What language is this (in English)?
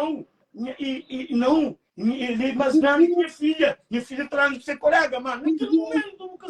Kabuverdianu